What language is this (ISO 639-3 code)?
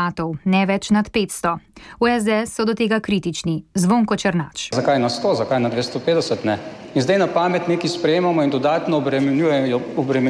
slv